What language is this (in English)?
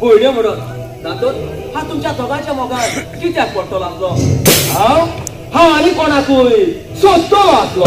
Konkani